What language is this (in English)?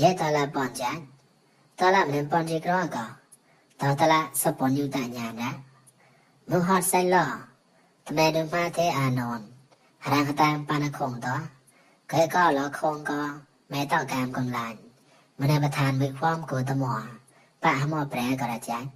Mon